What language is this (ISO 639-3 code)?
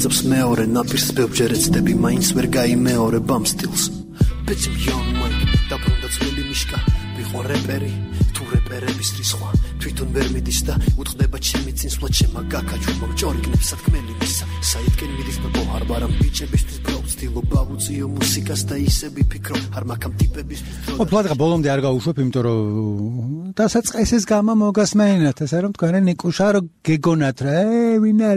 kat